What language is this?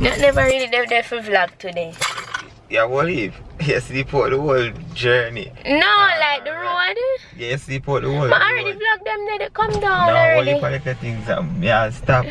Jamaican Creole English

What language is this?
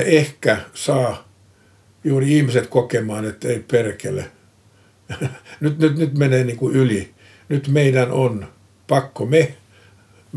Finnish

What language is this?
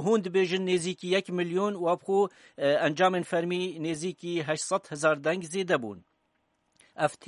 Kurdish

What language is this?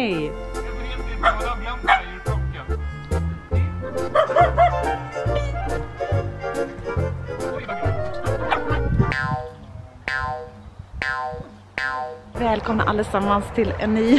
Swedish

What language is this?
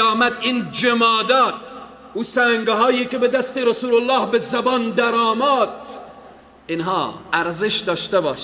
Persian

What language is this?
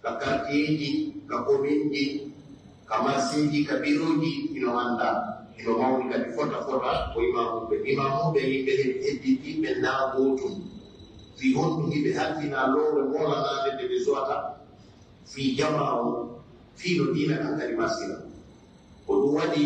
Pular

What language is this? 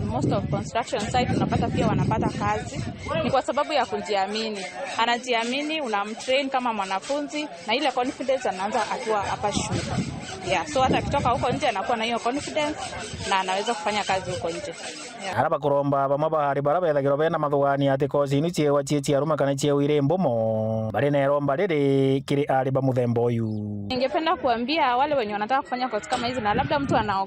Meru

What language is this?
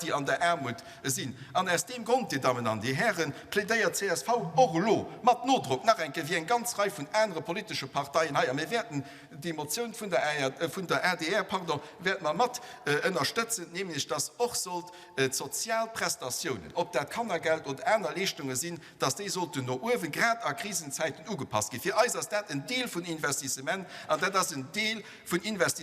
Luxembourgish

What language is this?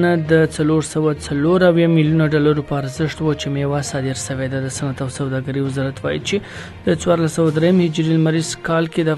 Pashto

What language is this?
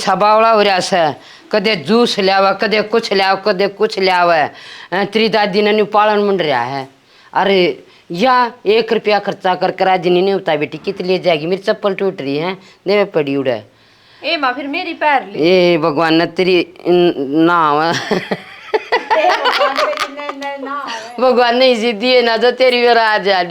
Haryanvi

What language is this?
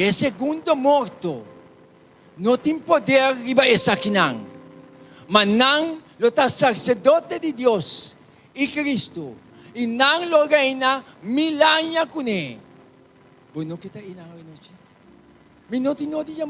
Papiamento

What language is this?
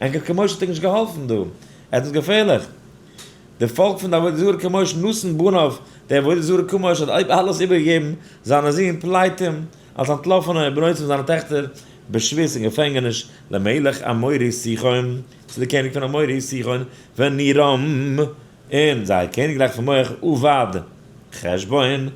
Yiddish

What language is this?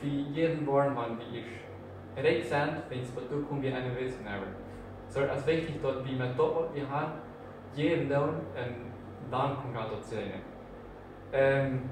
Plautdietsch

